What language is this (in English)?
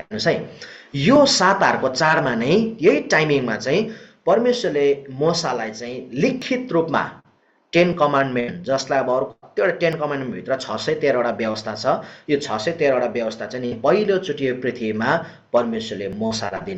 Nepali